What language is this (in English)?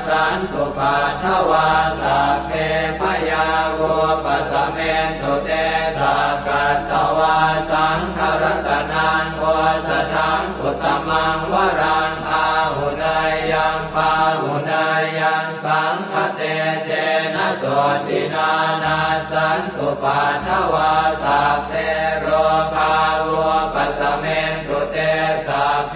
Pali